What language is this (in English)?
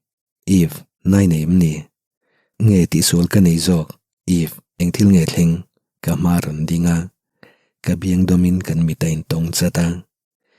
Mizo